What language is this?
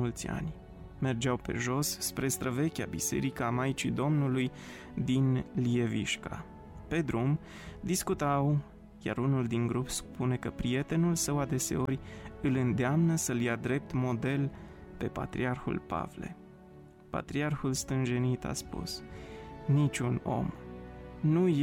Romanian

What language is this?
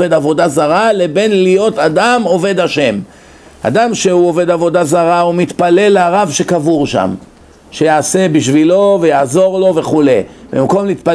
Hebrew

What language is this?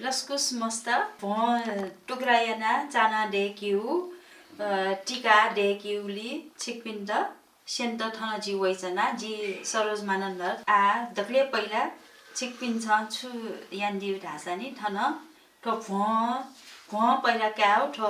Newari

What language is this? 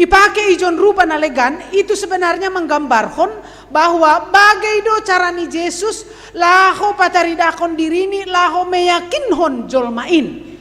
Batak Simalungun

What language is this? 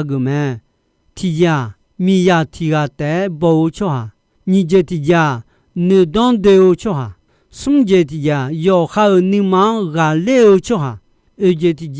Akha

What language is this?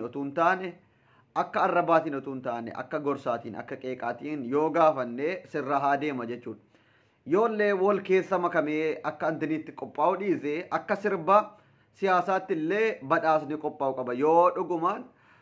Oromo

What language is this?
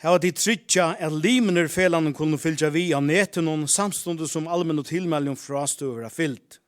Faroese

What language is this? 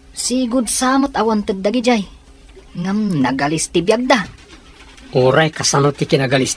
Iloko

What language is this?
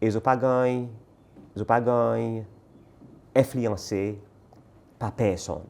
Seselwa Creole French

